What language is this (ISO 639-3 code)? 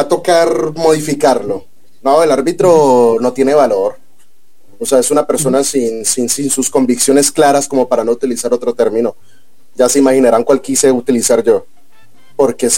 spa